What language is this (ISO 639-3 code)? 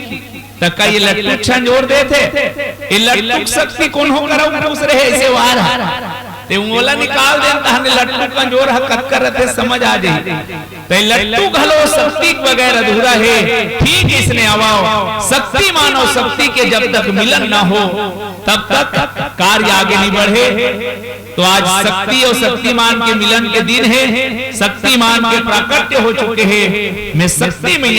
hne